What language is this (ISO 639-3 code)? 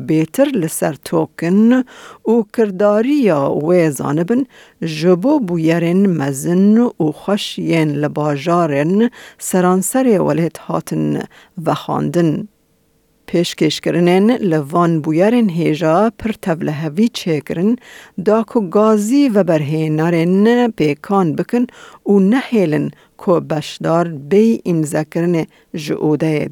kur